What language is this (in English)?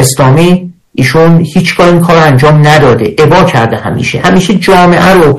Persian